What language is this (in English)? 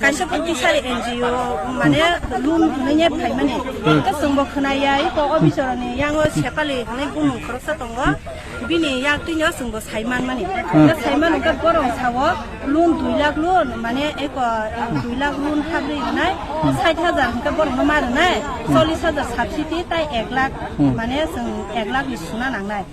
Kok Borok